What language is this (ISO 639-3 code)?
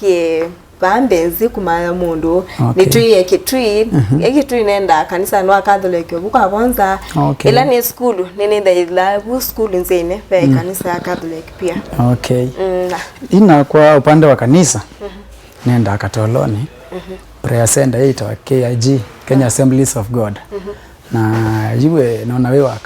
kam